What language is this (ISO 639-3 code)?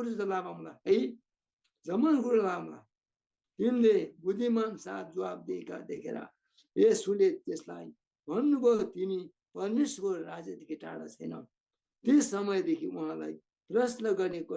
taj